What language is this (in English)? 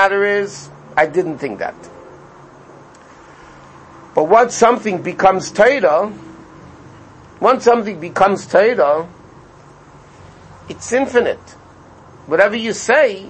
English